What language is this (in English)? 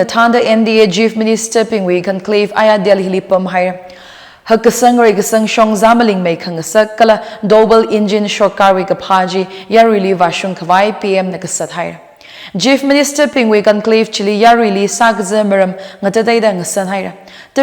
Tangkhul Naga (India)